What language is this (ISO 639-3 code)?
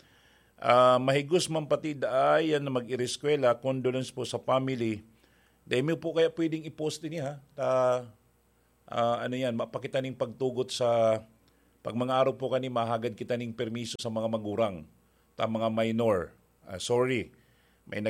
bik